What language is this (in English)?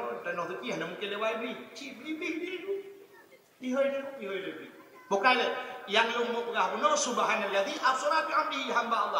Achinese